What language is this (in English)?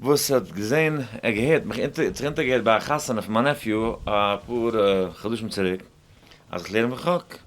Yiddish